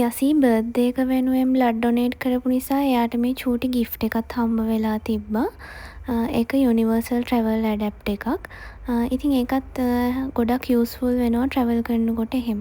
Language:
Sinhala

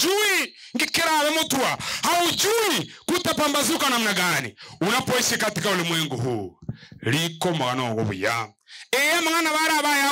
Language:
Gusii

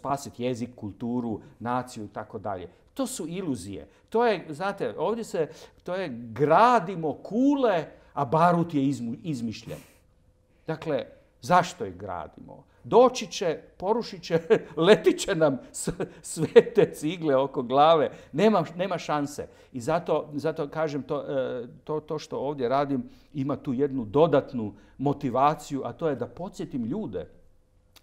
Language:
Croatian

